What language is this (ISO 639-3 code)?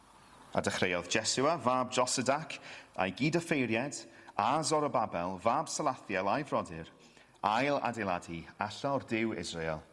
cym